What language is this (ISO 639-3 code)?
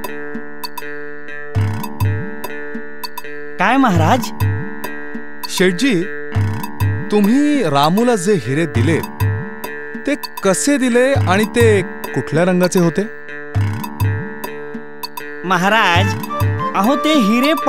mar